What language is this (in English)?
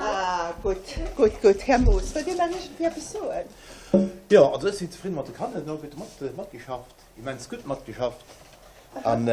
Luxembourgish